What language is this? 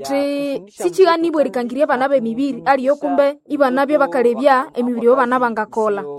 Nande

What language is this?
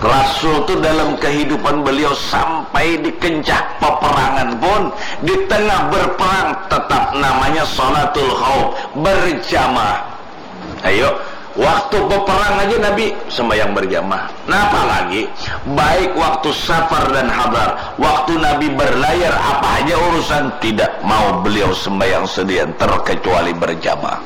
Banjar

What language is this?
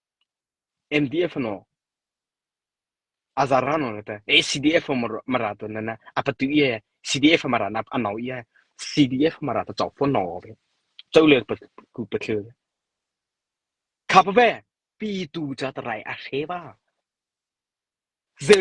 Mara Chin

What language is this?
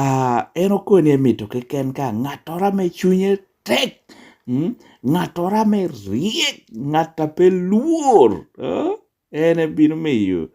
Lango (Uganda)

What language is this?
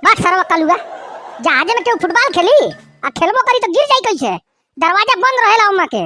Bhojpuri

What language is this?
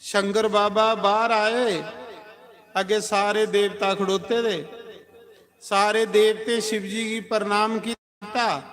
Dogri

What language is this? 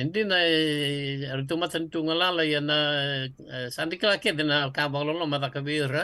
Fijian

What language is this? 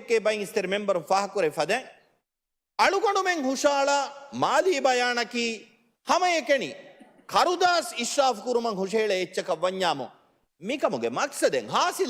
Divehi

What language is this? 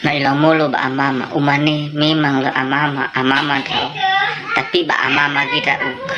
Nias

